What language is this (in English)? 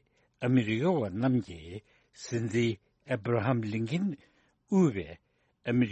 Tibetan